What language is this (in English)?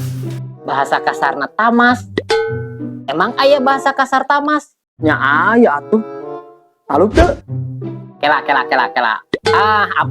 Sundanese